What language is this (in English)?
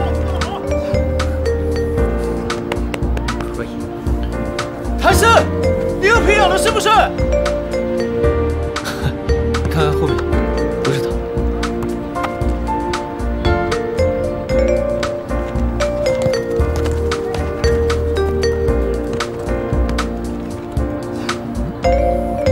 Chinese